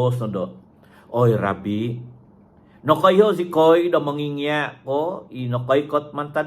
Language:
Central Dusun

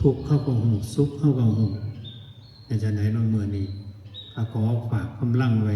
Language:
Lao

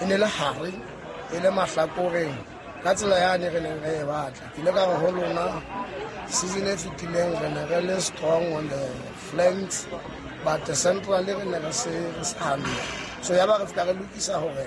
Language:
Southern Sotho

